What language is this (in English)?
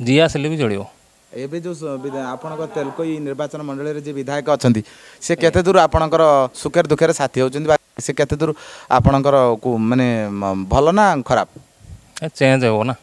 Odia